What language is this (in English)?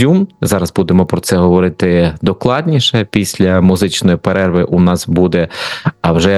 Ukrainian